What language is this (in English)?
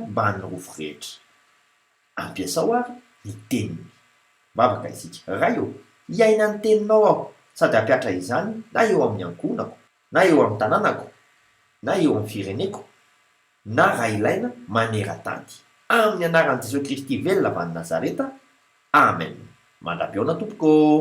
Malagasy